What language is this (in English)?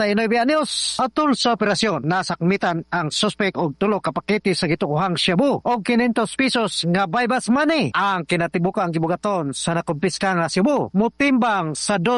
Cebuano